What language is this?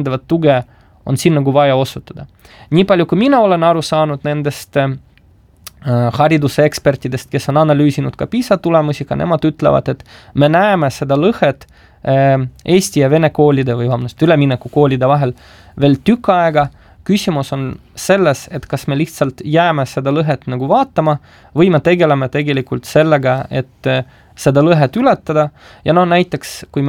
Estonian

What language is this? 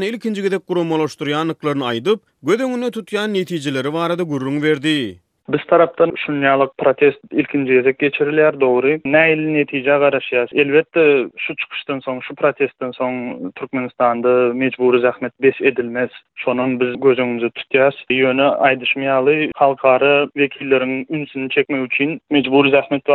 Turkmen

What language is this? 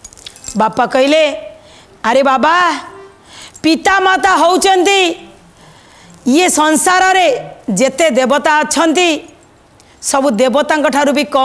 Odia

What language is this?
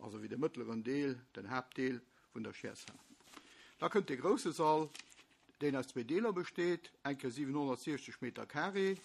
Luxembourgish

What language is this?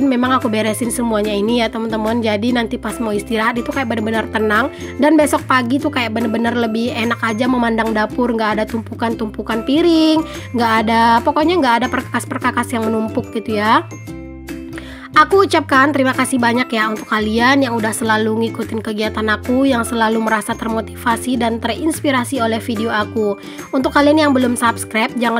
Indonesian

